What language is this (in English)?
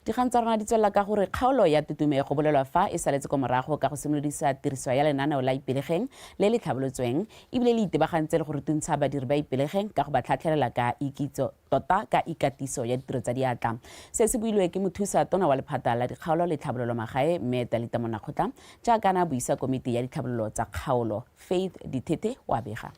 Tswana